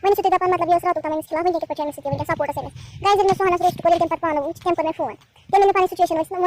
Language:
Kashmiri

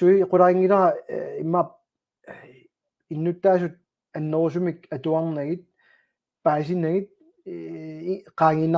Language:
Kalaallisut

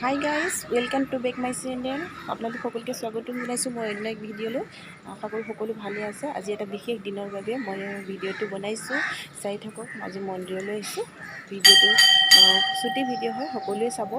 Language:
Assamese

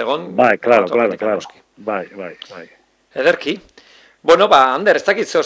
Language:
Basque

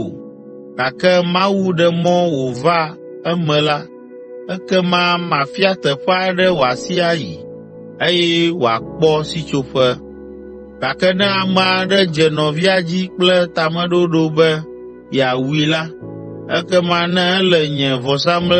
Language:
Ewe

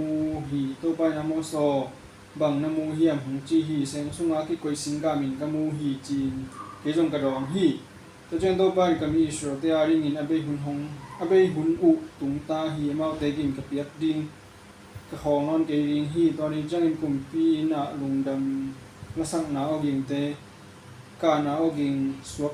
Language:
Tedim Chin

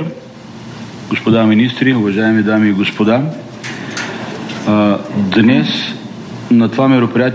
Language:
Bulgarian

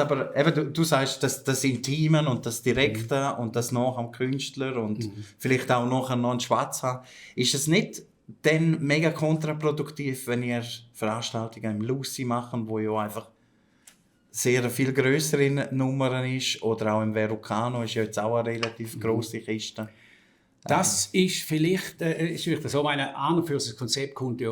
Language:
Swiss German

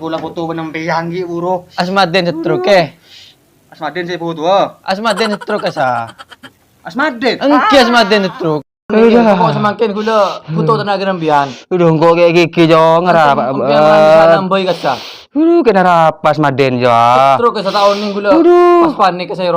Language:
Madurese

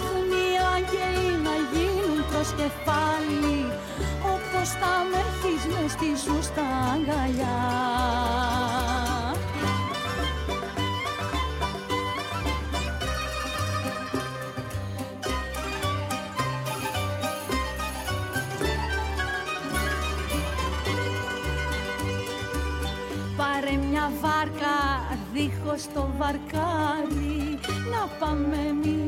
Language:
Greek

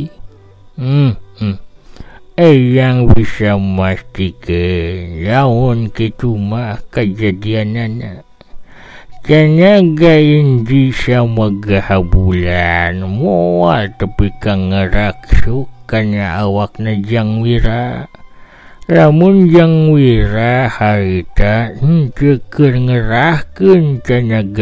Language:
Sundanese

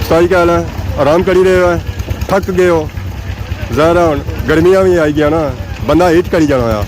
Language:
Pahari-Potwari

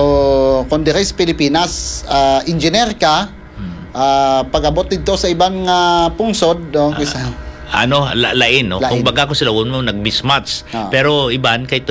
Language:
Hiligaynon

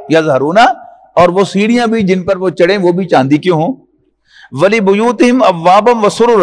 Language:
Urdu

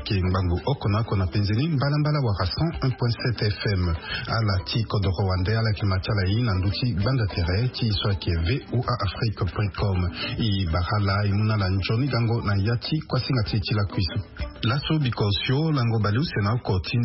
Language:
Sango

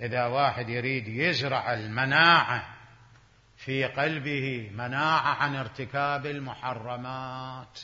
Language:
Mesopotamian Arabic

